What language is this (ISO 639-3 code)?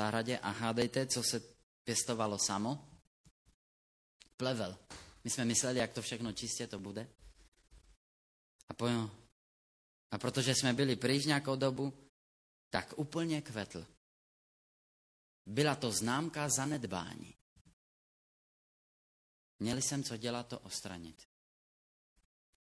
ces